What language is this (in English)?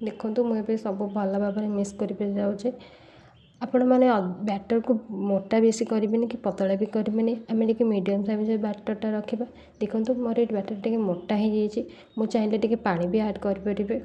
Odia